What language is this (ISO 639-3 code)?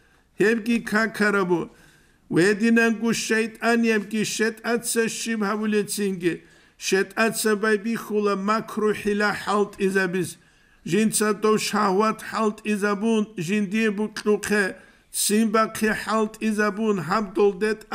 ava